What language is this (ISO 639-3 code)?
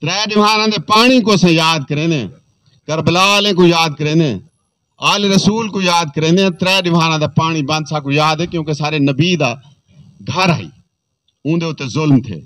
skr